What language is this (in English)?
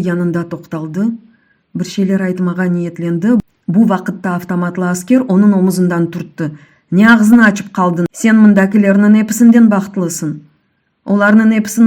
Crimean Tatar